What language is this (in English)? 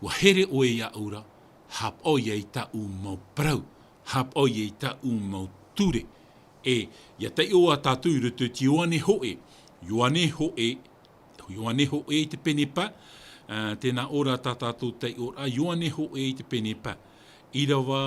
Tahitian